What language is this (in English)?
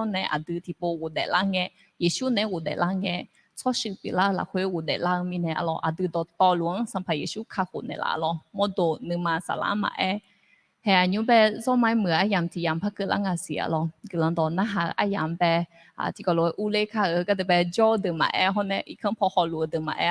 Akha